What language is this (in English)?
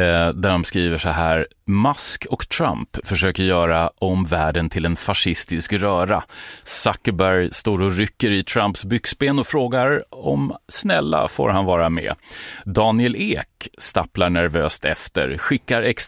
Swedish